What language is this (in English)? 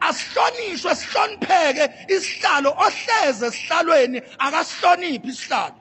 Zulu